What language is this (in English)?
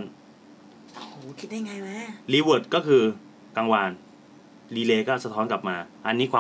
Thai